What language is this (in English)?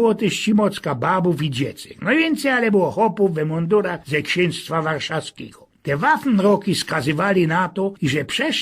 Silesian